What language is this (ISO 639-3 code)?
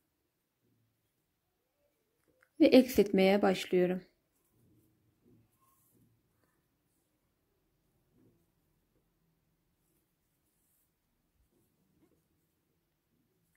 tur